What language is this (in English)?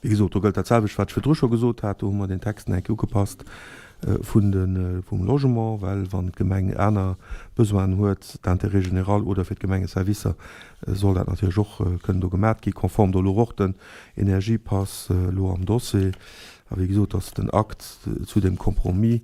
Luxembourgish